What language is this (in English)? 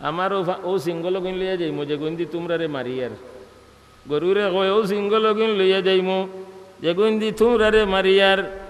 Sylheti